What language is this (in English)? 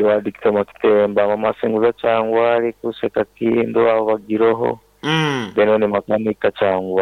Nyankole